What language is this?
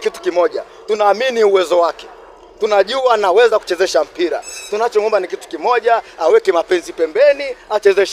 Swahili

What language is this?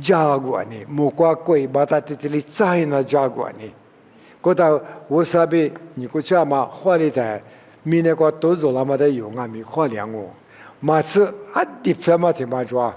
Lisu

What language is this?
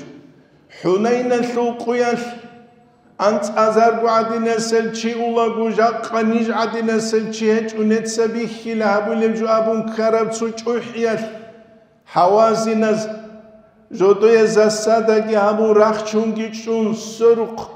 Avaric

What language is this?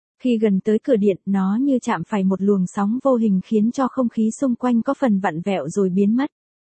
Vietnamese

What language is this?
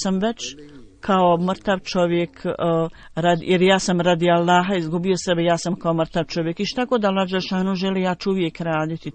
Bosnian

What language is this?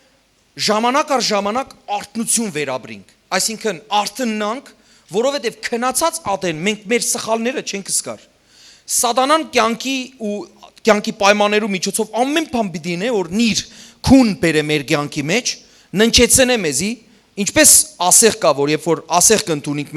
Western Armenian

